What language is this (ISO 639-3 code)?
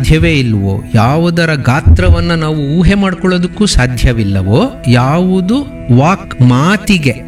kan